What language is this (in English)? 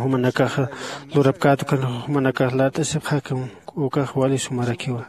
Aymara